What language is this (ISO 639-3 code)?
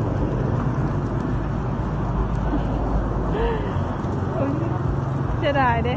lao